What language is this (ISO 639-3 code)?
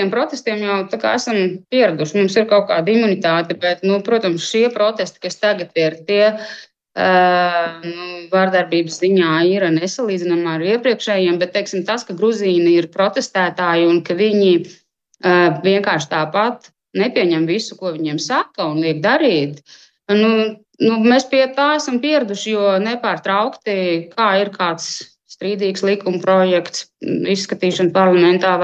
lav